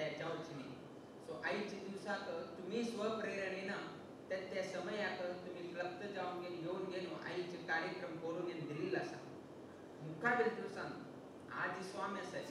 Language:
Konkani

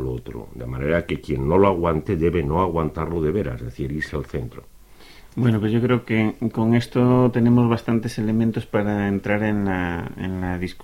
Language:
Spanish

